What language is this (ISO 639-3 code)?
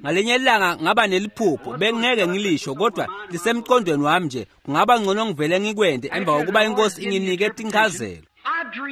ssw